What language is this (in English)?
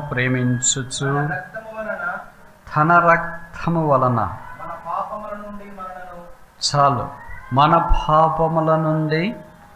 Telugu